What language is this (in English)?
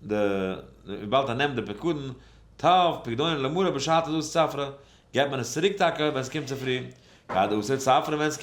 Yiddish